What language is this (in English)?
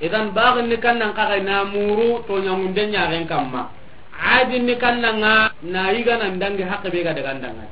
Soninke